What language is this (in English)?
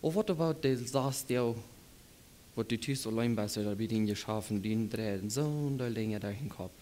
Plautdietsch